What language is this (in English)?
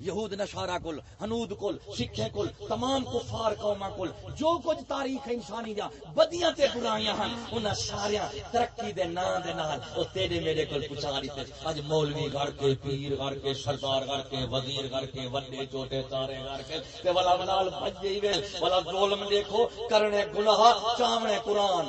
Saraiki